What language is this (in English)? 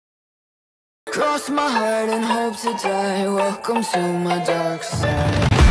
English